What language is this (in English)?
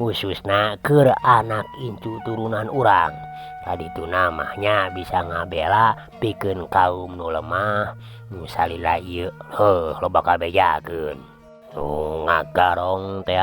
Sundanese